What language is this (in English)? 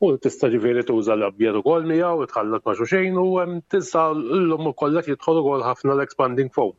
Maltese